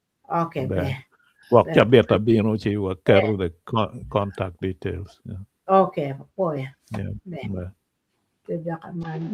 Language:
Acoli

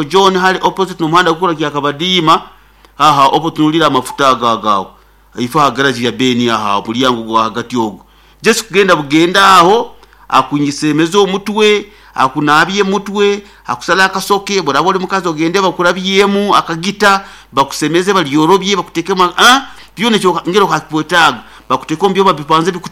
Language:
Nyoro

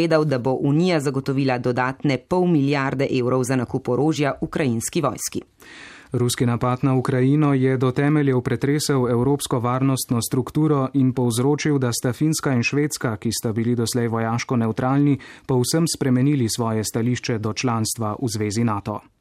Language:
Slovenian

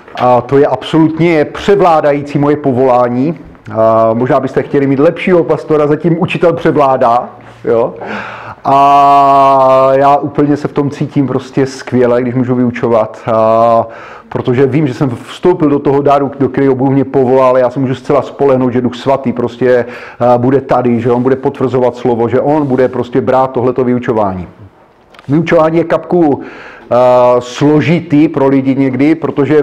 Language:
Czech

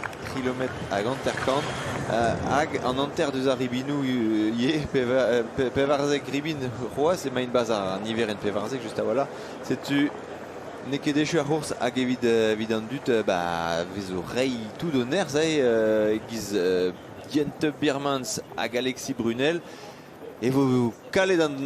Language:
Breton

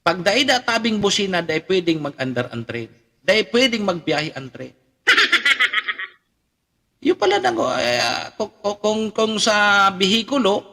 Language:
Bikol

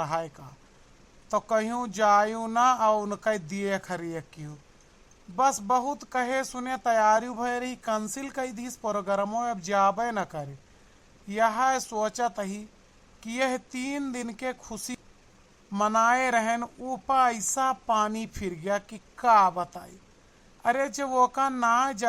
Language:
Awadhi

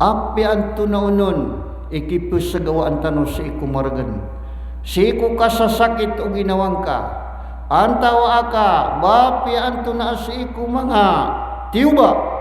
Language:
Maranao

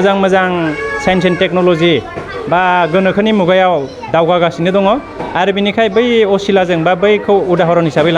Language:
Bodo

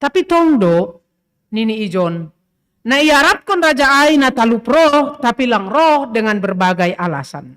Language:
Batak Simalungun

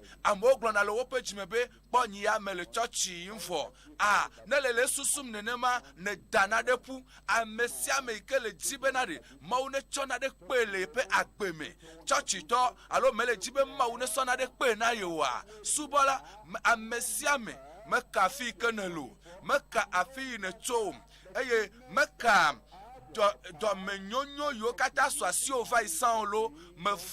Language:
Ewe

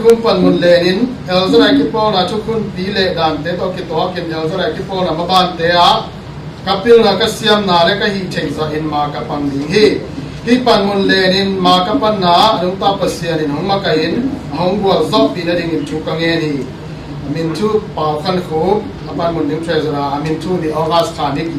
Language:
Tedim Chin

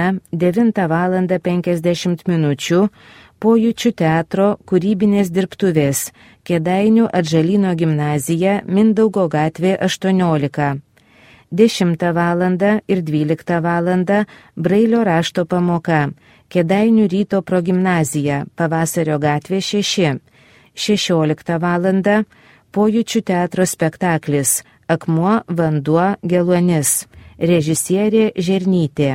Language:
Lithuanian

